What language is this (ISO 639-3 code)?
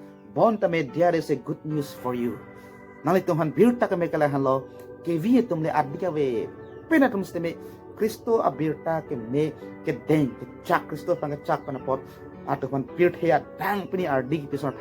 mjw